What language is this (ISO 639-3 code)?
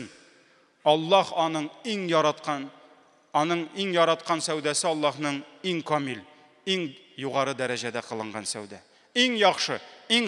tat